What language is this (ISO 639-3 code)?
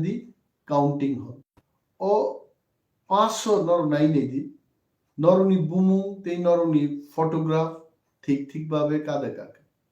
trp